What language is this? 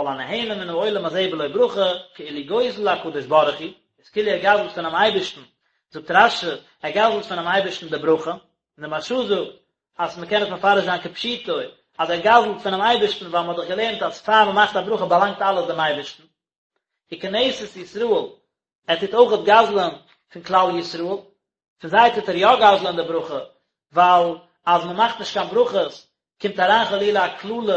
Yiddish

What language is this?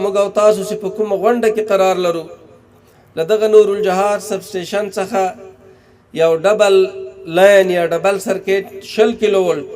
Pashto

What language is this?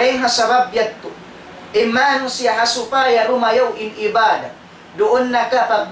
Tausug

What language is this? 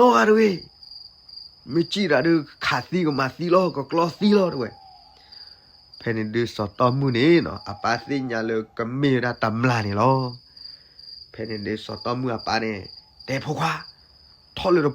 S'gaw Karen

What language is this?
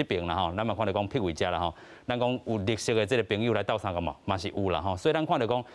Min Nan Chinese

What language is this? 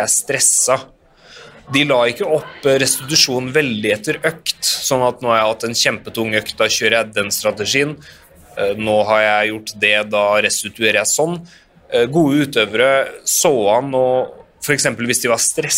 Norwegian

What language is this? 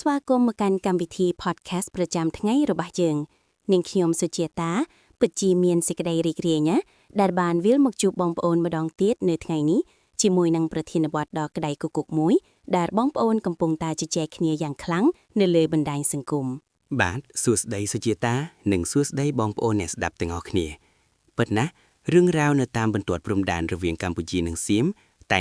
Khmer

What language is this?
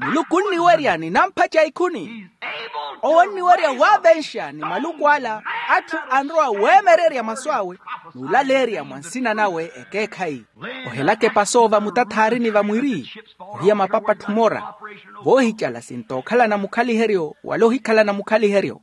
Makhuwa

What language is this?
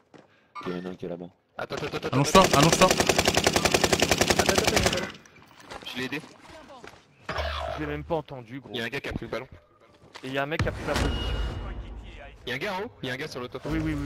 French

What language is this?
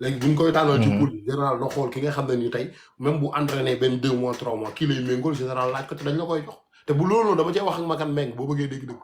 Wolof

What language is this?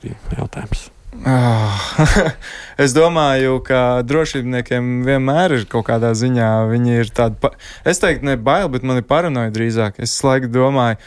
Latvian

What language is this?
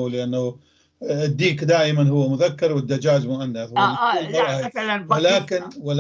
North Levantine Arabic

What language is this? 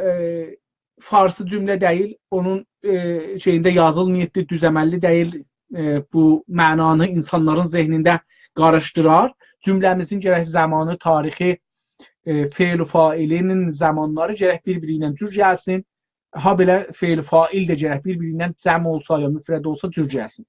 South Azerbaijani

